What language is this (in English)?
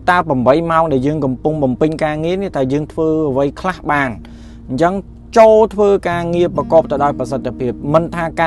Khmer